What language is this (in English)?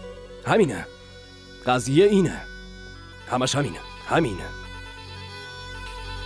Persian